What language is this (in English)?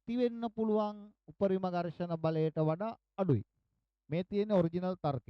Sinhala